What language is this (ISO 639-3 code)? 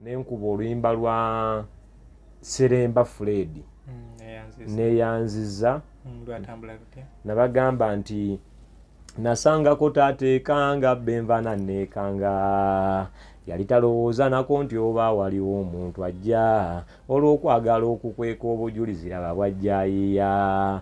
lug